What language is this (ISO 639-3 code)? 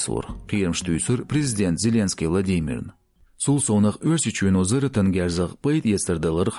che